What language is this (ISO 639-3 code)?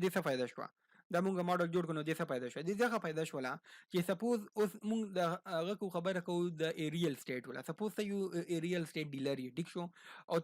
pus